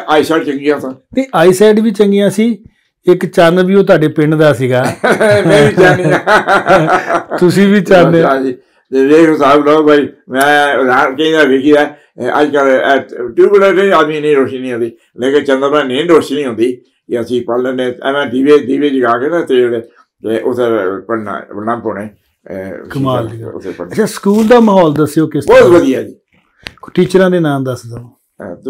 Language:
Punjabi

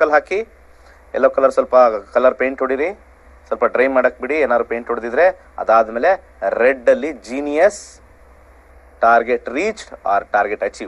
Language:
Kannada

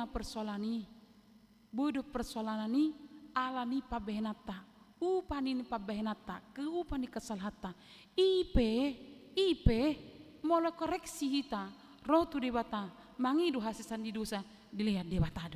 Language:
Batak Toba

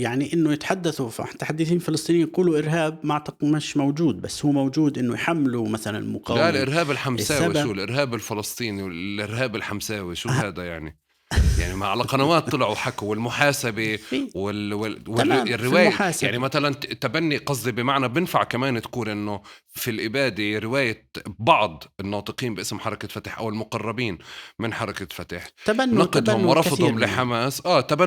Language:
North Levantine Arabic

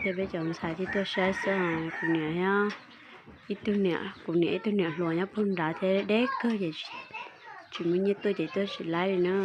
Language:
Hmong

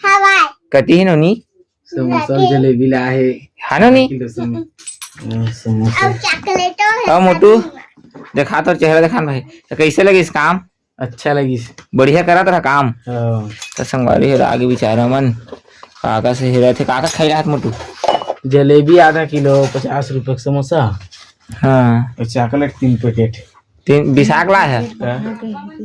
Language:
Chhattisgarhi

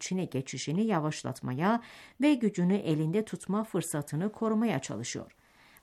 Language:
Turkish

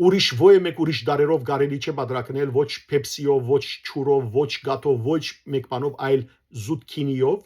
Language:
Western Armenian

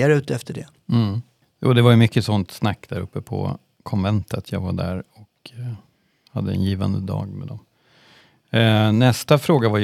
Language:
Swedish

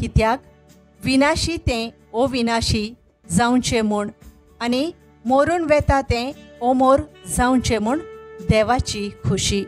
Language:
Konkani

